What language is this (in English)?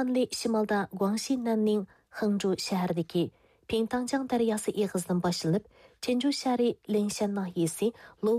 Uyghur